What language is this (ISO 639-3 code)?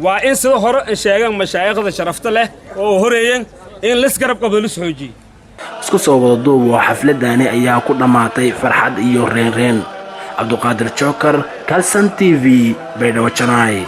som